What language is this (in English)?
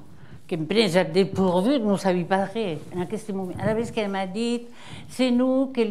Occitan